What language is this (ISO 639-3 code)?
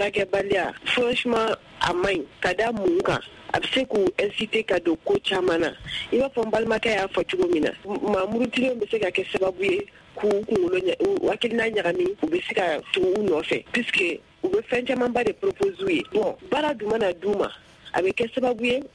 bam